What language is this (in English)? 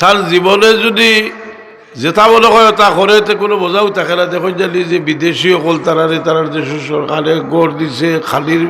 Sylheti